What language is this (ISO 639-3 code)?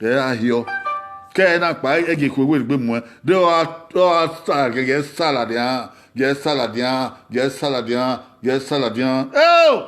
bin